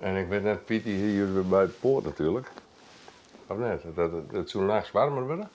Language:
Western Frisian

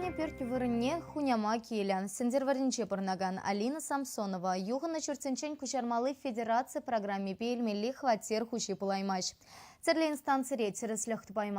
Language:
Chuvash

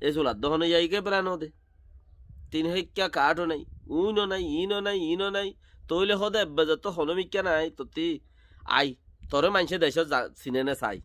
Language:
Rohingya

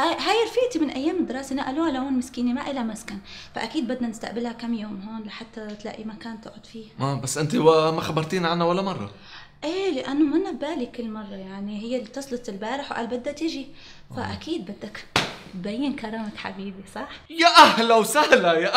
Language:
North Levantine Arabic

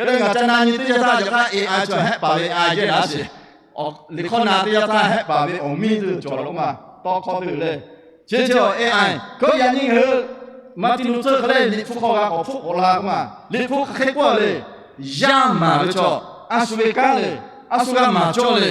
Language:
Lahu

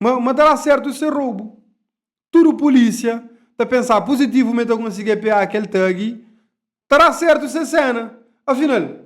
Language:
Kabuverdianu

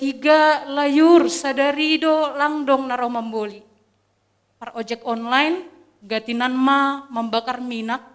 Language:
Batak Simalungun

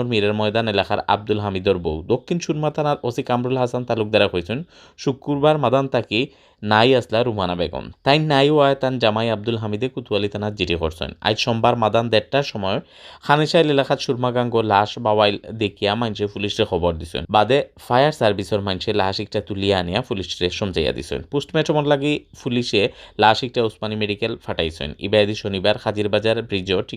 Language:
Sylheti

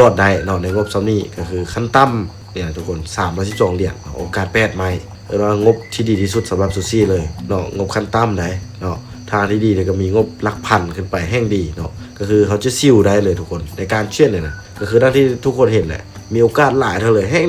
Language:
Lao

